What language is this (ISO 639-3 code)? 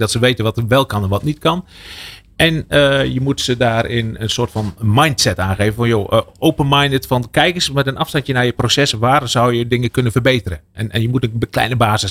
nld